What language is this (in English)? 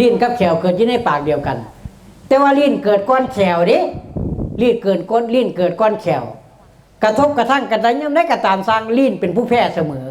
Northeastern Thai